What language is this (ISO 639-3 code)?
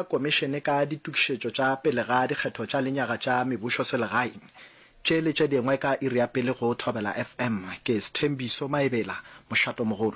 nso